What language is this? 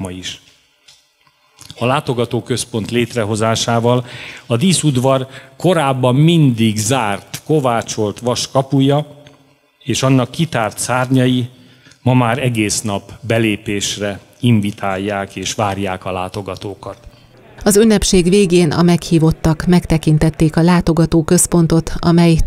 Hungarian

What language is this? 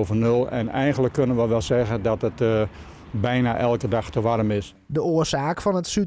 Western Frisian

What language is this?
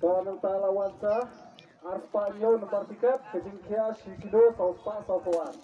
Khasi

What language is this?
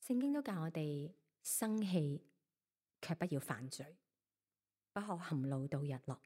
Cantonese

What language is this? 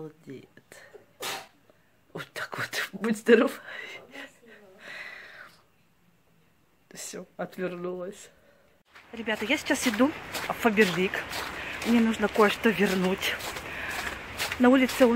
Russian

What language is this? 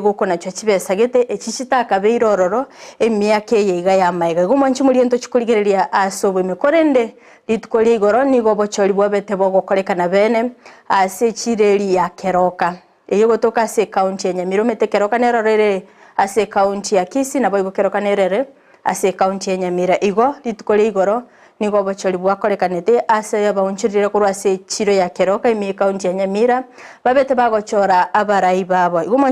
Gusii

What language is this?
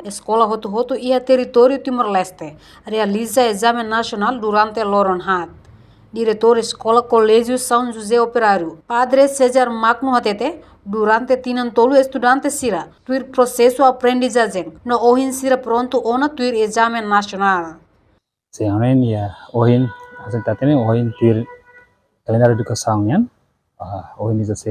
Tetum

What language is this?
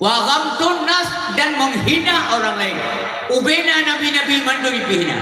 Achinese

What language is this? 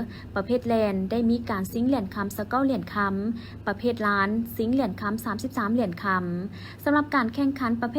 Lao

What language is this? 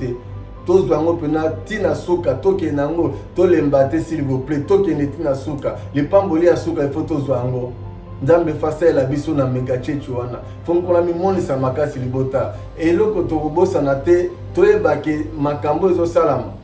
Lingala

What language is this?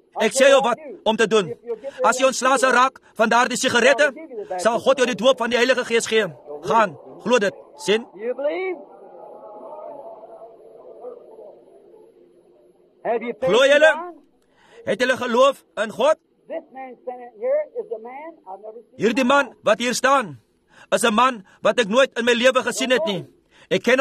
Afrikaans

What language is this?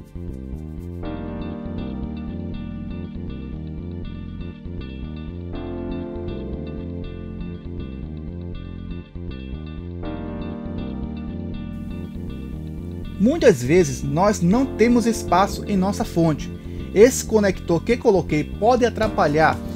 Portuguese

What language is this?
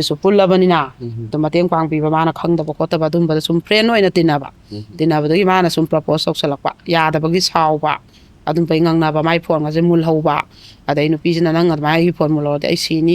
Manipuri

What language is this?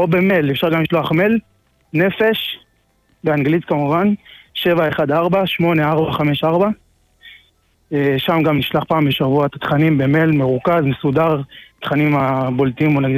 Hebrew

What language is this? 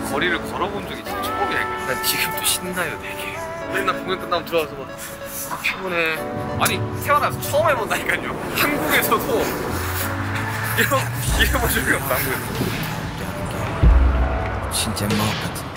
Korean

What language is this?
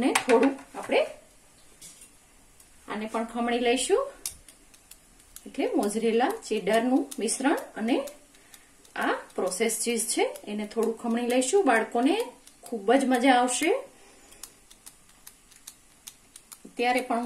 Gujarati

